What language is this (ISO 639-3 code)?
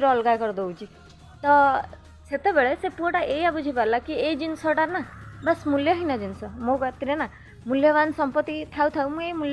ori